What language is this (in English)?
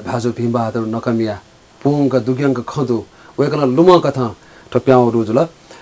Newari